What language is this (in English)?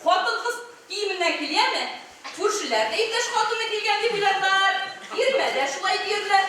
Tatar